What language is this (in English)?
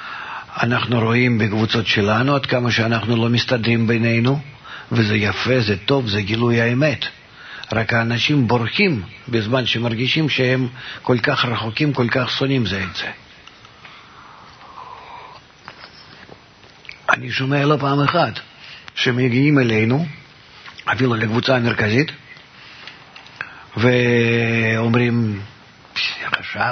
Hebrew